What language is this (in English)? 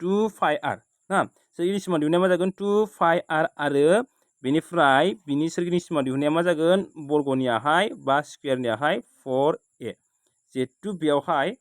Bodo